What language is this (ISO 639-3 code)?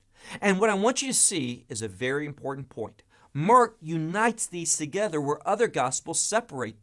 eng